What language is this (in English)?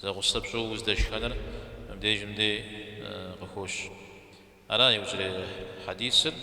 Kabardian